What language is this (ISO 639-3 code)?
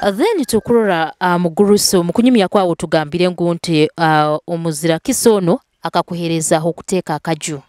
nyo